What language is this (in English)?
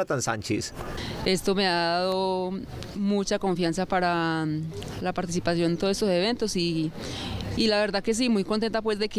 Spanish